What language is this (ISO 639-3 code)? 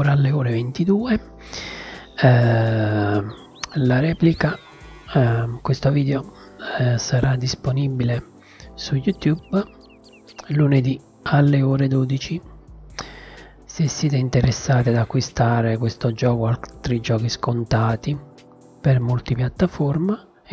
ita